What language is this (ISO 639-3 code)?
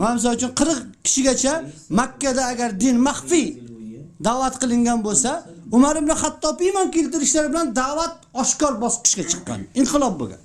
uzb